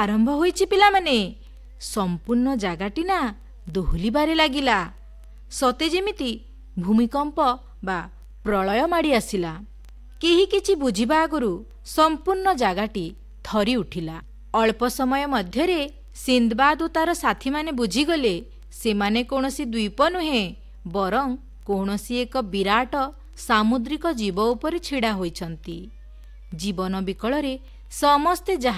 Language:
Odia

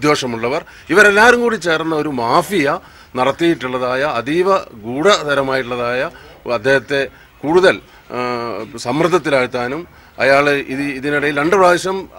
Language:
Malayalam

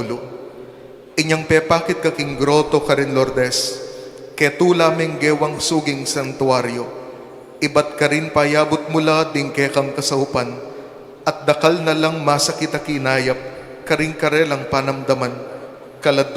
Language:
Pampanga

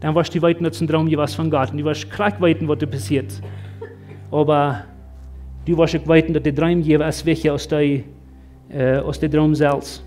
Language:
Plautdietsch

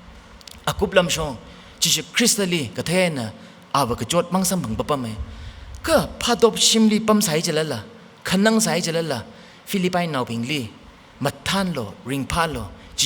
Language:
Tangkhul Naga (India)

